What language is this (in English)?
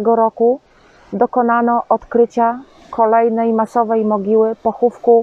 Polish